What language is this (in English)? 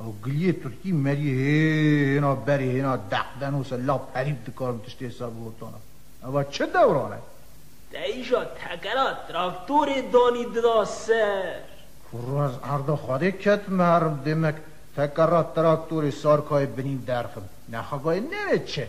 Kurdish